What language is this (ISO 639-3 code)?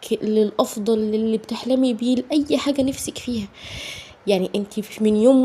arz